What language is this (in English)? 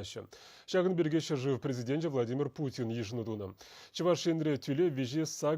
Chuvash